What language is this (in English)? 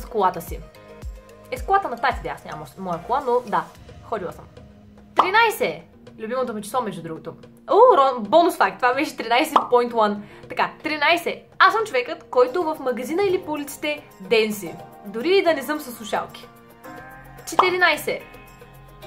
Bulgarian